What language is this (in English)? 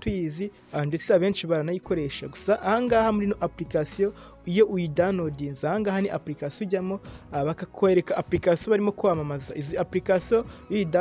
Kinyarwanda